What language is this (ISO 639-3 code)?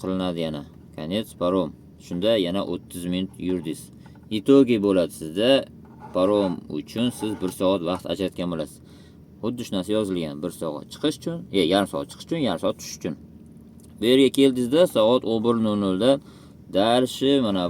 uzb